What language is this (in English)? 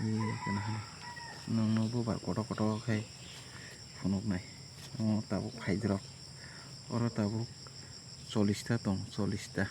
Kok Borok